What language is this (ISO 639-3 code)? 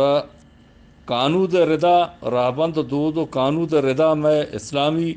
bgp